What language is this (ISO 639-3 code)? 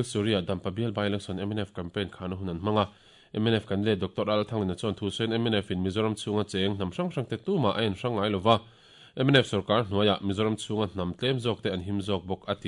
lus